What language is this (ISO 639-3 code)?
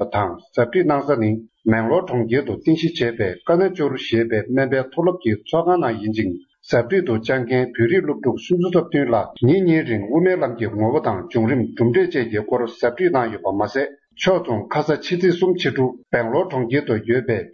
bod